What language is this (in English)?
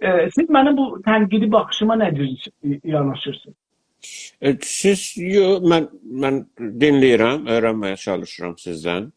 South Azerbaijani